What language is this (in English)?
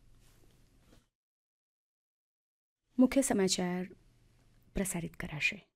Gujarati